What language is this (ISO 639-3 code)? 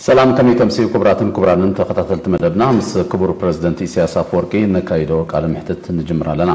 tir